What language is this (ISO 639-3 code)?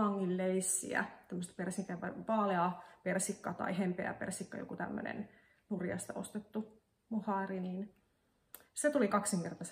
fin